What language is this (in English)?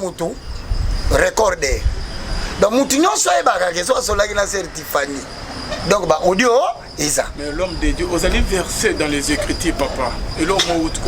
Lingala